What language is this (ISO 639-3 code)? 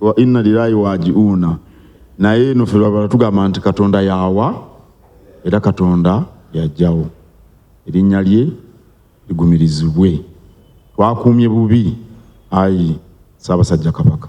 lug